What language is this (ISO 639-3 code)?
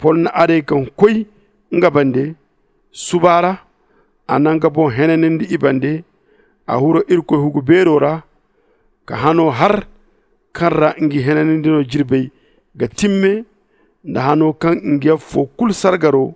dje